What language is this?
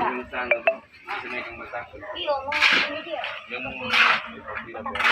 Manado Malay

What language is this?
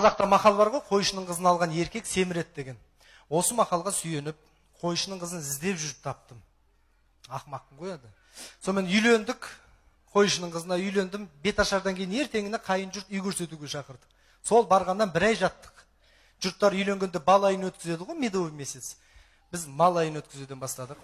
Kazakh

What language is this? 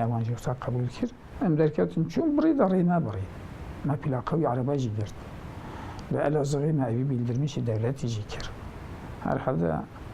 Kurdish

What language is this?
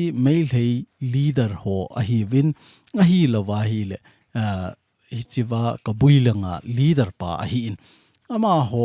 Thado Chin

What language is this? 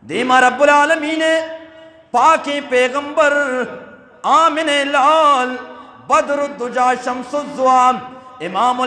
Eastern Balochi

